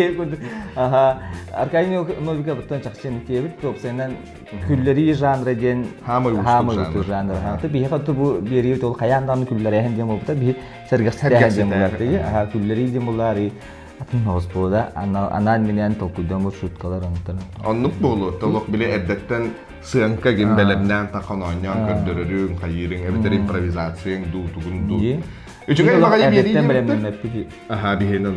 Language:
Yakut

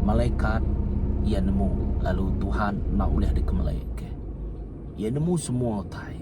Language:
Iban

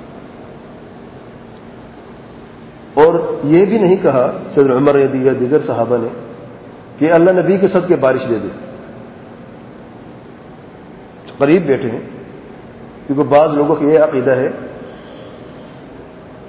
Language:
Urdu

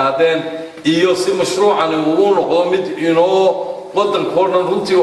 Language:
Somali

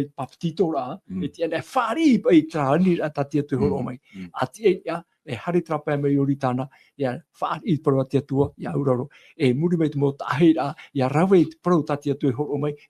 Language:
Tahitian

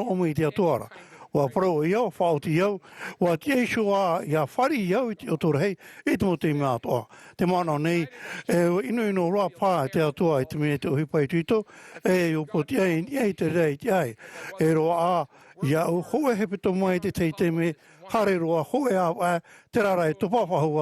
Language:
Tahitian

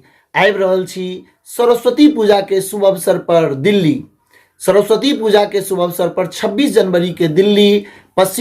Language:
Maithili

